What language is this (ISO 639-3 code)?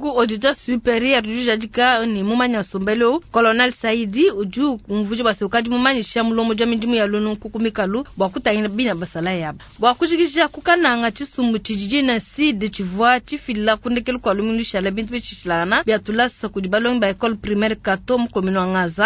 lua